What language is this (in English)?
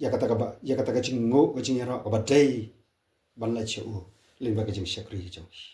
Khasi